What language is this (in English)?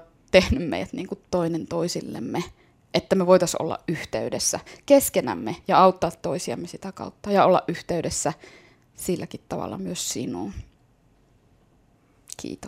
Finnish